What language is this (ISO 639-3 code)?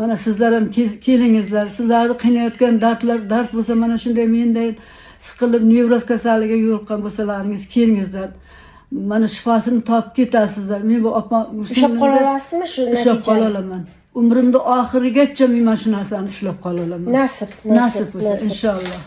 uzb